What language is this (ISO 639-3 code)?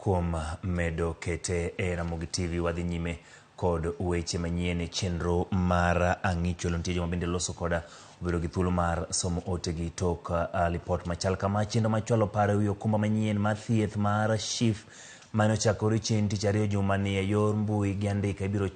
luo